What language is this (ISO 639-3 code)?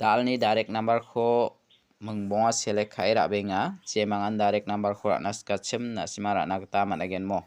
grt